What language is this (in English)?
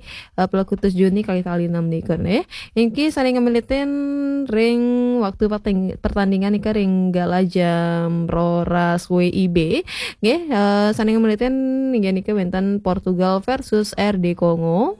Balinese